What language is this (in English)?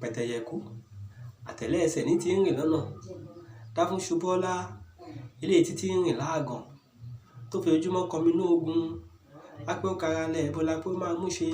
Yoruba